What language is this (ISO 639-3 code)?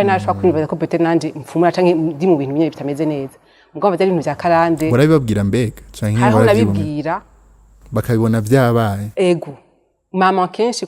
run